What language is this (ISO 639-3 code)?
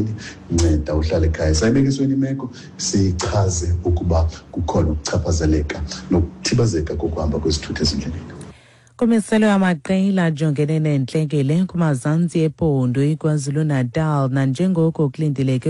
xho